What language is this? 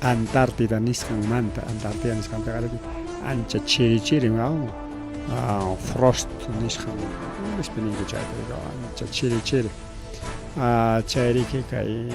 Ayacucho Quechua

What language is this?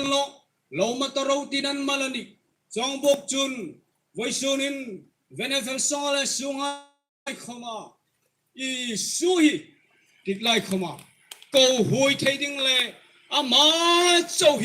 Hmar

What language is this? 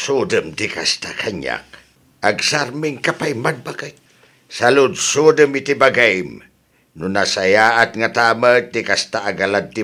Iloko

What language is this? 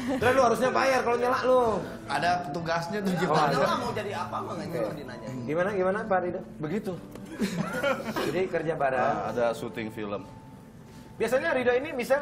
Indonesian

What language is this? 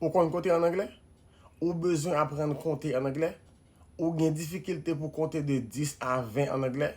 Haitian Creole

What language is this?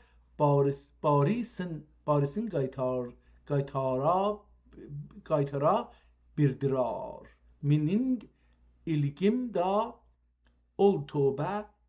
South Azerbaijani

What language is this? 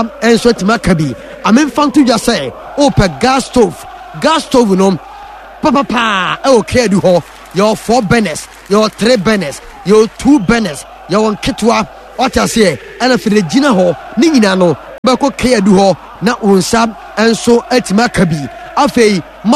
Akan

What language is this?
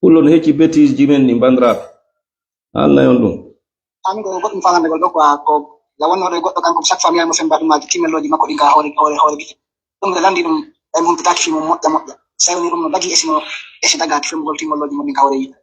Fula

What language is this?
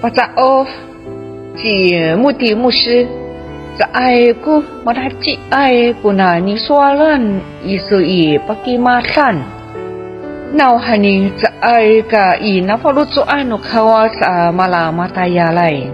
Amis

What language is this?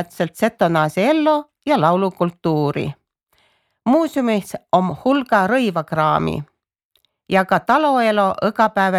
Estonian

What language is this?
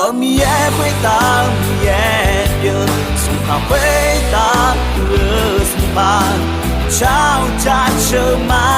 Akha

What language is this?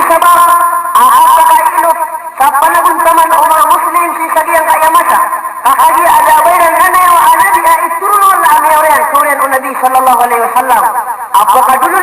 Maranao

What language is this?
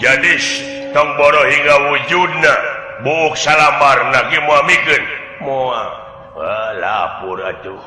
Sundanese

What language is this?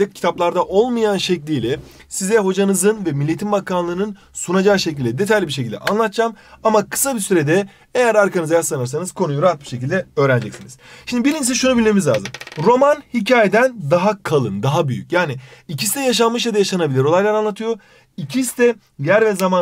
Turkish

